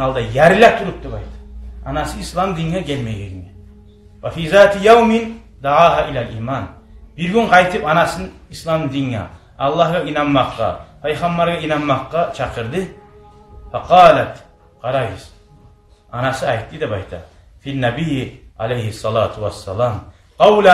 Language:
Kumyk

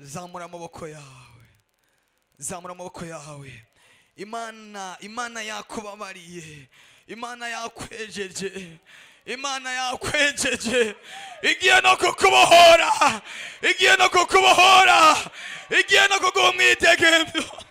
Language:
Rundi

